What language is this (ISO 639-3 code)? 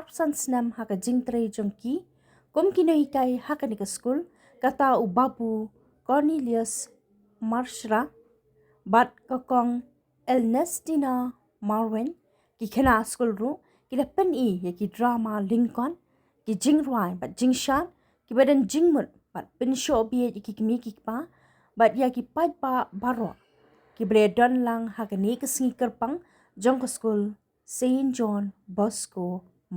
kha